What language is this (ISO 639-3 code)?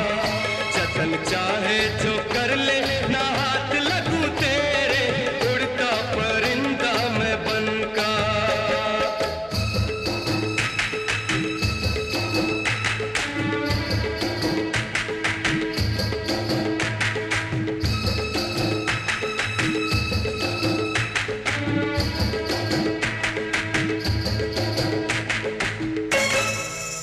hin